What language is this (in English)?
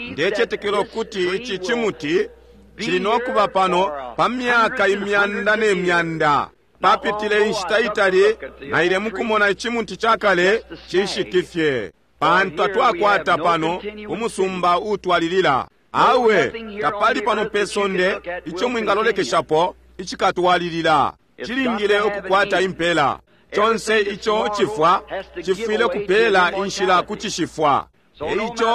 Bemba